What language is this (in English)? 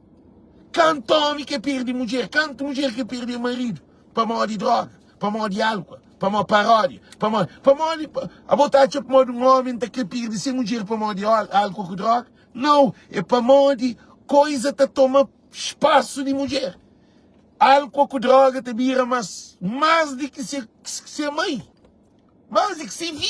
Kabuverdianu